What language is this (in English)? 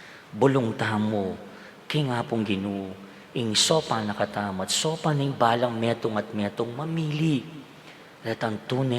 Pampanga